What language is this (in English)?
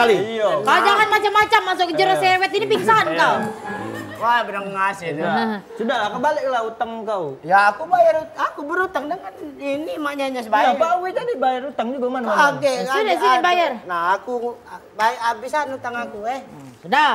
Musi